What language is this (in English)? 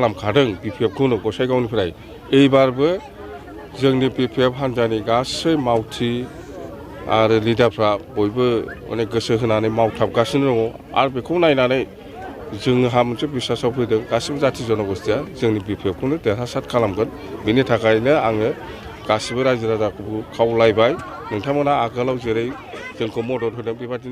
Bodo